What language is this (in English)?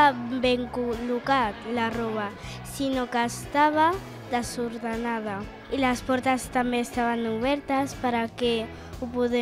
Catalan